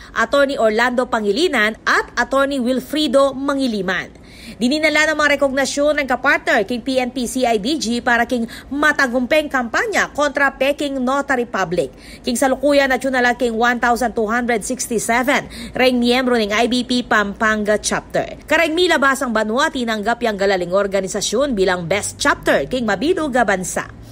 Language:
Pampanga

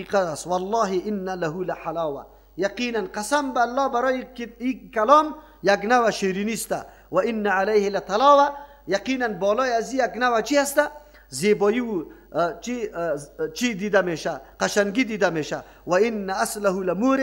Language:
Persian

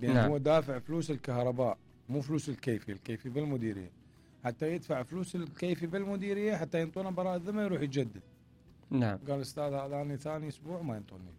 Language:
Mesopotamian Arabic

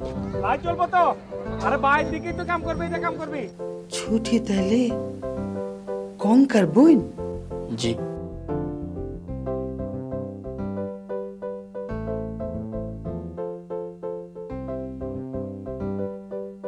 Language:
Bangla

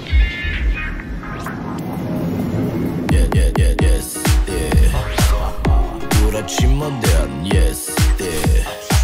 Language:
Romanian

